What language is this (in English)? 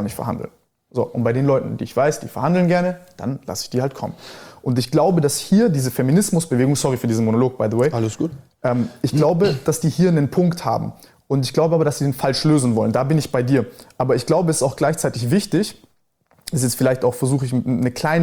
German